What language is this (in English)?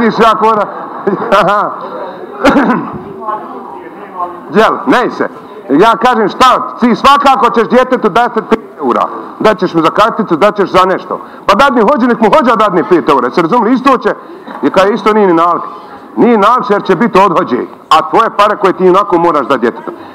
Bosnian